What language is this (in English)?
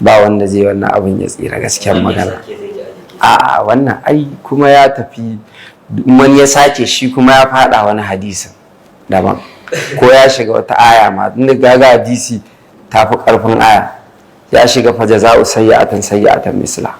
Hausa